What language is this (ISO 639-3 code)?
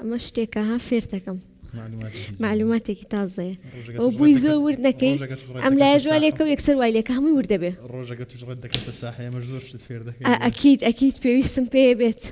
ckb